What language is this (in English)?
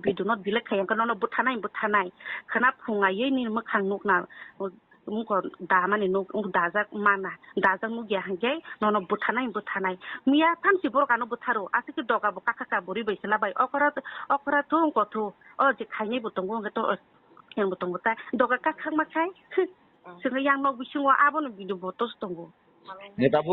Kok Borok